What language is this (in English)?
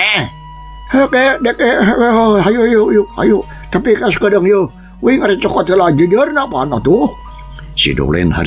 Sundanese